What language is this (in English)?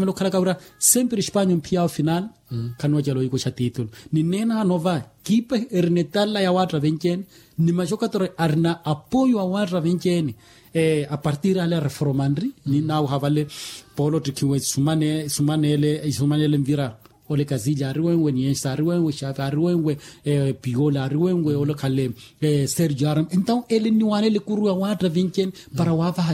Makhuwa